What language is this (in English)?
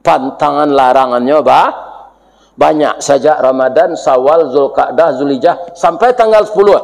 Minangkabau